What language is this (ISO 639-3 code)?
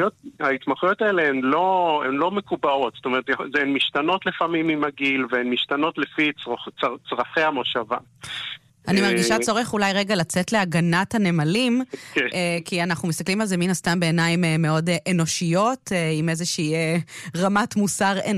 heb